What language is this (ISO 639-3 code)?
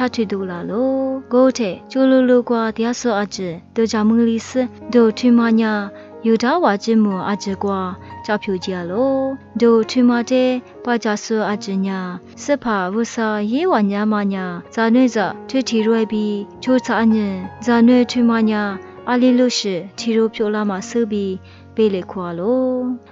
lis